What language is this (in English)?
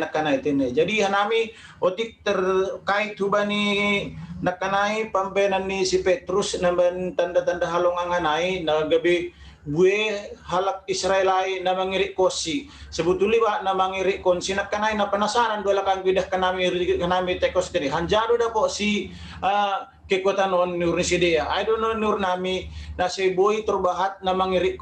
Batak Simalungun